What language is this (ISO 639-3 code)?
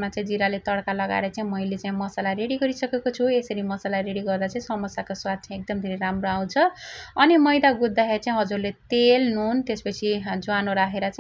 nep